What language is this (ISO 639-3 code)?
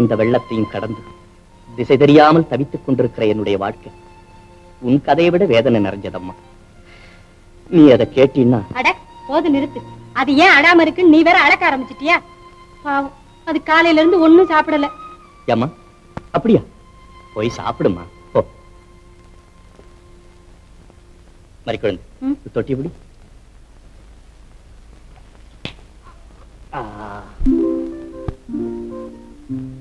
tam